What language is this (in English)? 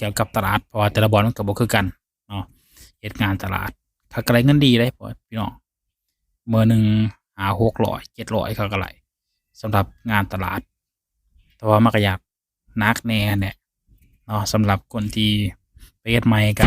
Lao